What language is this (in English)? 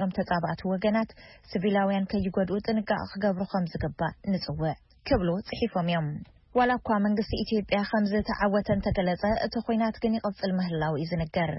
Tigrinya